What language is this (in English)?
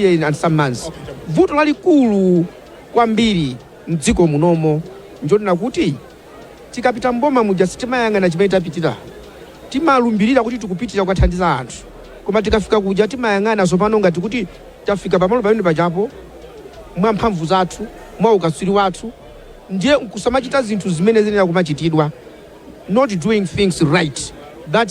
Nyanja